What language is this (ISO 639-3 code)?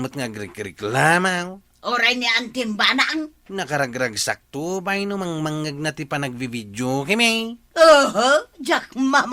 ilo